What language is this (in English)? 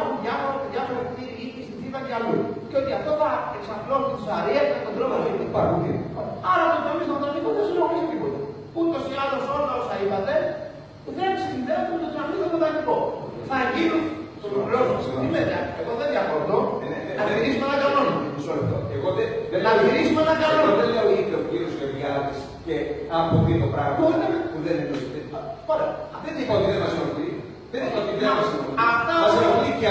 Greek